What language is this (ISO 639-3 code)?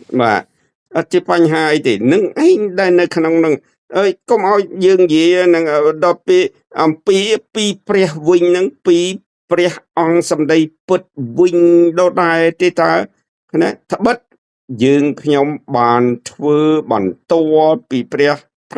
khm